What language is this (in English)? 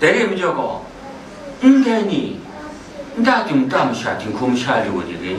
Kachin